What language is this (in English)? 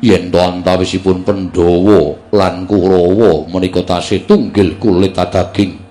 Javanese